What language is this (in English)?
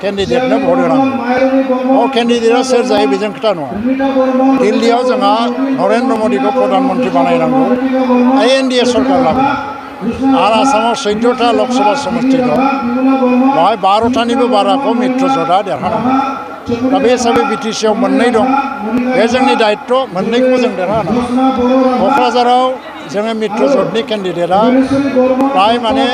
Bodo